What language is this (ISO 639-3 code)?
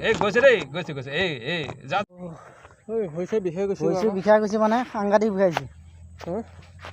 asm